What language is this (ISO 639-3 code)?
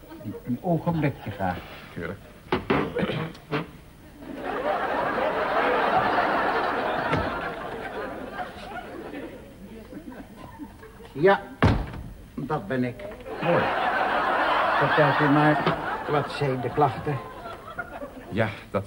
nld